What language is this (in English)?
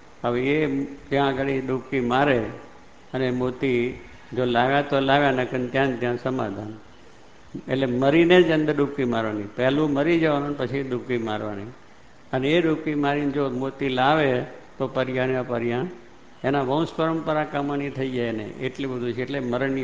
Gujarati